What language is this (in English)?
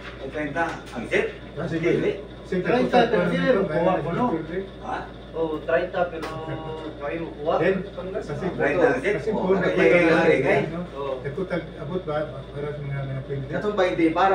Cebuano